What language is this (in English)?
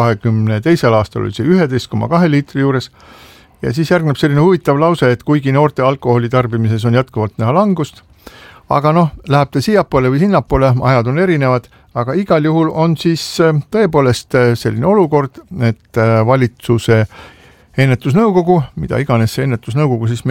Estonian